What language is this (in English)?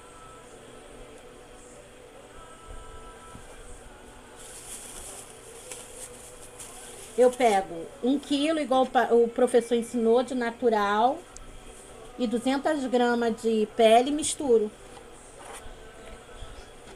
Portuguese